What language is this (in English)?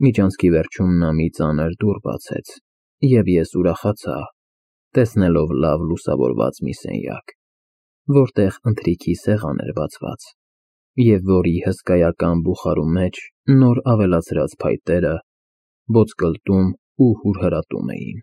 Armenian